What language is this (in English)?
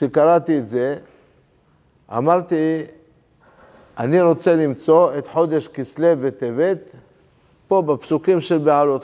Hebrew